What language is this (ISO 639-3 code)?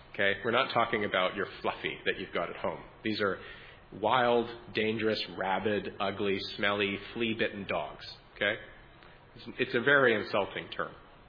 eng